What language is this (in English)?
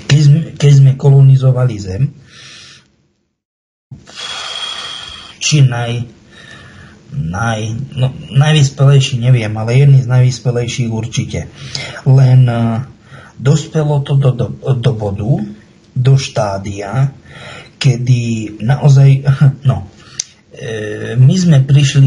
Slovak